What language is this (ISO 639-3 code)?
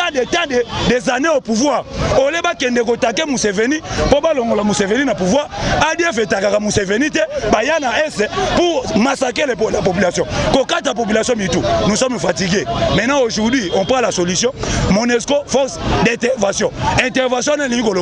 lin